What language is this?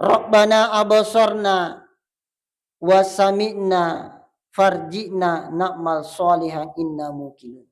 Buginese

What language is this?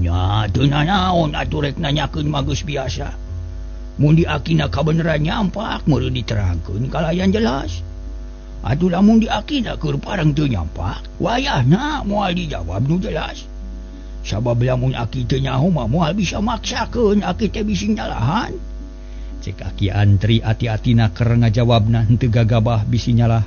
Sundanese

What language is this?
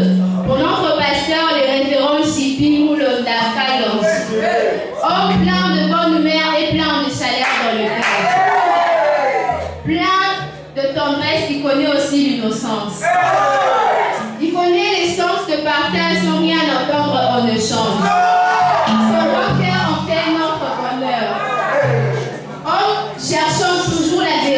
French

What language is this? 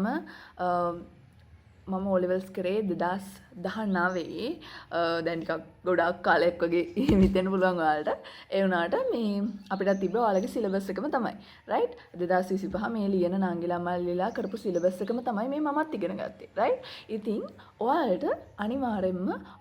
Sinhala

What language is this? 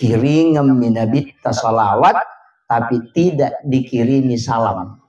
Buginese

